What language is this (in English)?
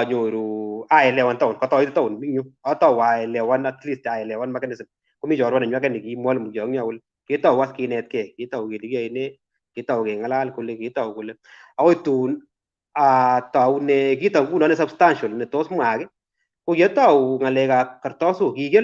Kalenjin